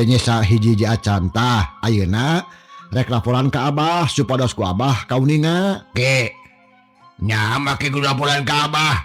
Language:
Sundanese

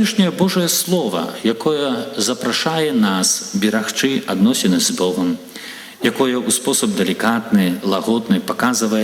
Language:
Belarusian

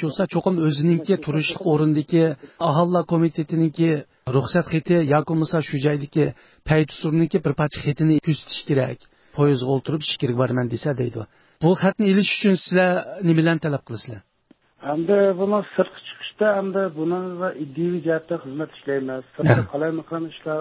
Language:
Uyghur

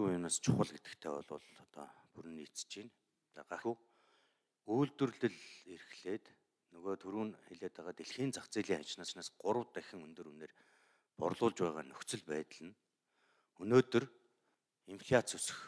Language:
Mongolian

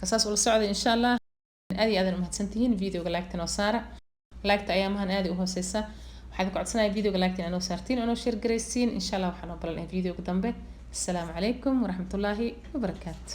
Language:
Somali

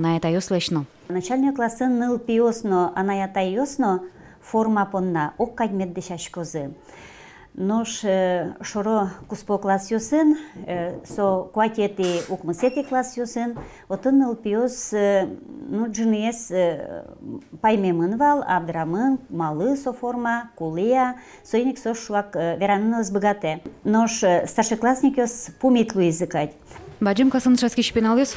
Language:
Udmurt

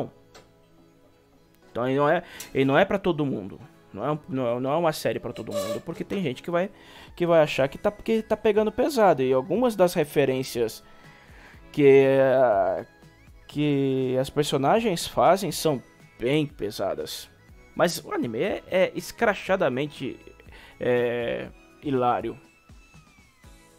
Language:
Portuguese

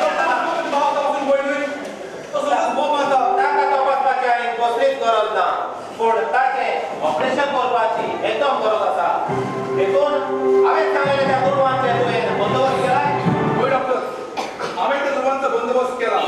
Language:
Konkani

